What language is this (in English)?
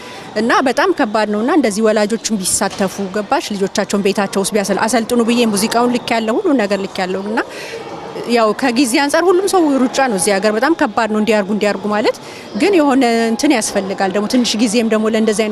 Amharic